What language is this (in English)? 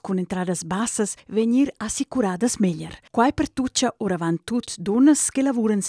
Romansh